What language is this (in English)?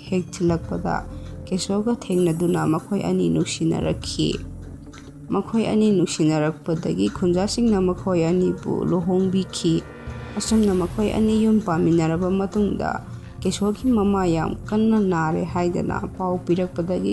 Manipuri